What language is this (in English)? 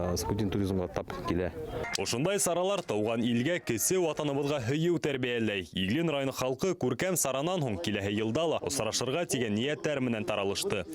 Bashkir